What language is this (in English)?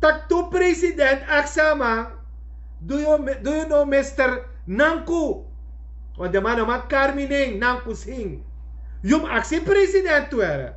Sranan Tongo